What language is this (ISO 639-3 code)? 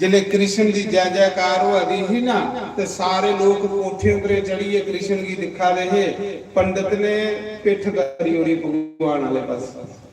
doi